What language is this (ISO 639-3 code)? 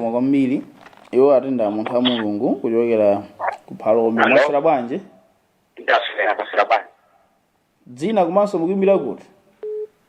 nya